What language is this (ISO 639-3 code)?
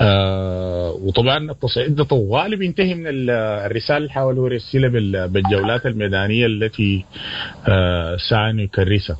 apd